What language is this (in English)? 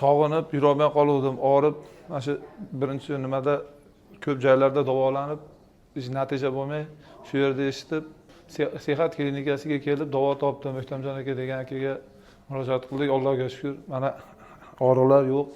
Uzbek